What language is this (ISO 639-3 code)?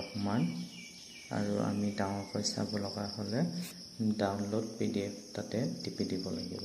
asm